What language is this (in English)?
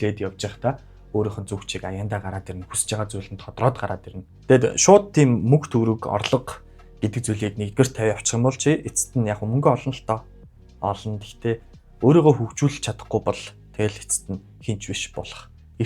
Mongolian